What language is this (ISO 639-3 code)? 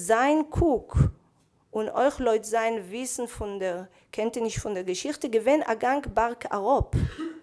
yid